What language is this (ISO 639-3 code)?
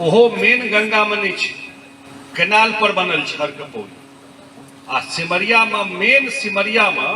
mai